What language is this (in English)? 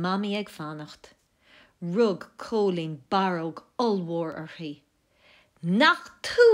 Irish